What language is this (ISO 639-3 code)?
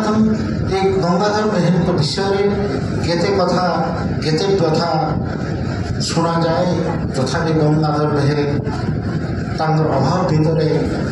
ori